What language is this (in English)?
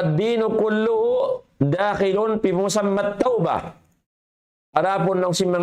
Tausug